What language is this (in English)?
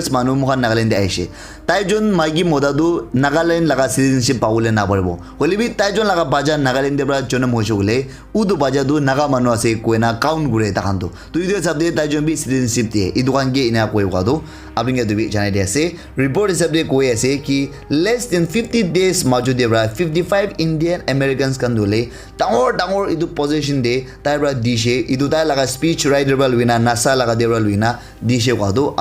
Naga Pidgin